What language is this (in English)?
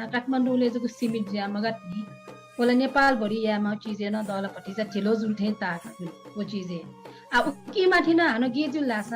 Newari